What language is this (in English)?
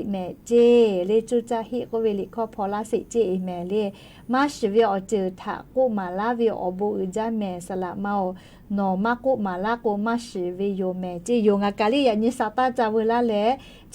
Lahu